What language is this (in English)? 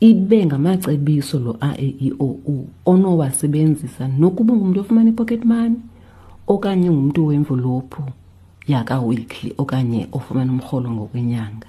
Xhosa